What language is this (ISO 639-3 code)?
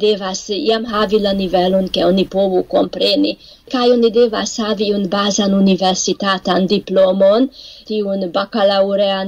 epo